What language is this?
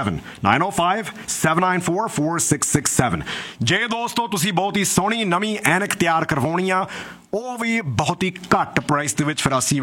Punjabi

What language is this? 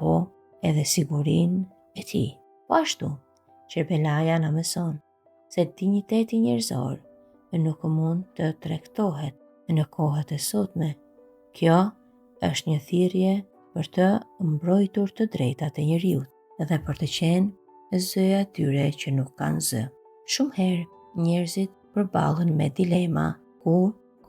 Albanian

